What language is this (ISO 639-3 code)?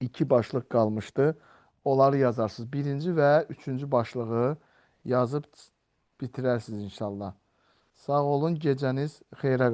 aze